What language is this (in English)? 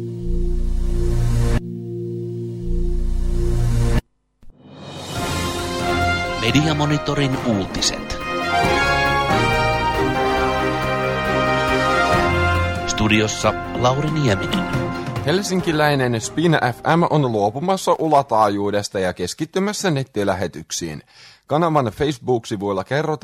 Finnish